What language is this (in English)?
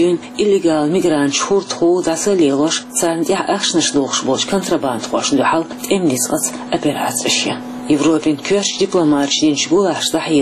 Chechen